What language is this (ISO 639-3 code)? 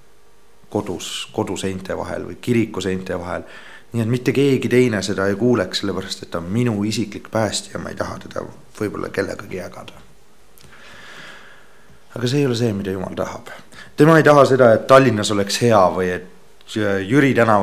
est